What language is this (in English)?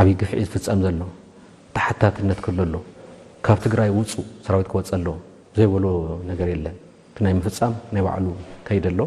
Tigrinya